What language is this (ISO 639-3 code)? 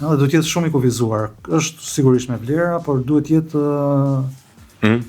sqi